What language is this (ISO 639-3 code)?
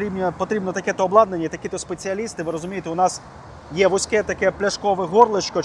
ukr